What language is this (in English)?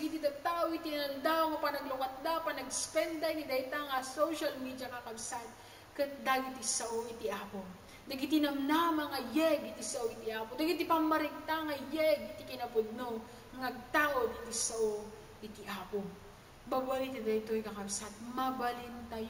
Iloko